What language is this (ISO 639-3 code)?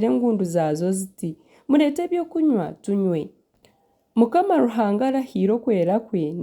nyn